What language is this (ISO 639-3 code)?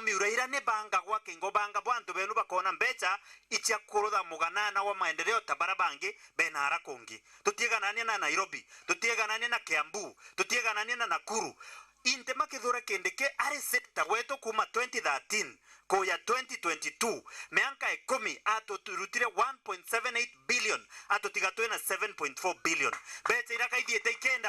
mer